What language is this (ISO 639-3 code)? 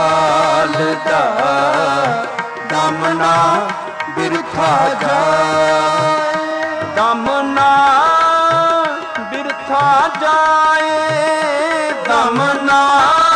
pan